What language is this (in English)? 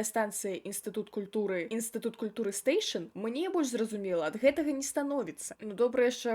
Belarusian